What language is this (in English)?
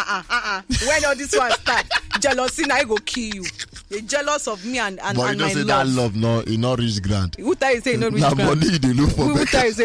Nigerian Pidgin